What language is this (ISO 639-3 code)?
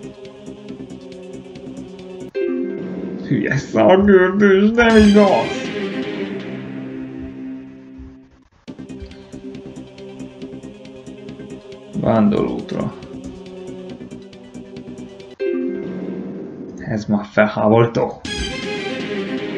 hun